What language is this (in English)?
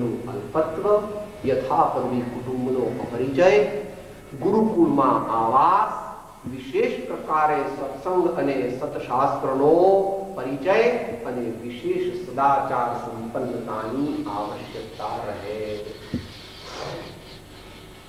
Gujarati